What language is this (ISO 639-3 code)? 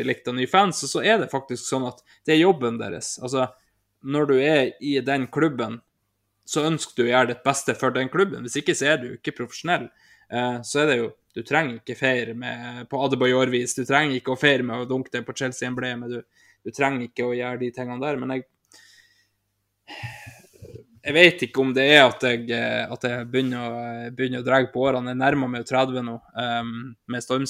nor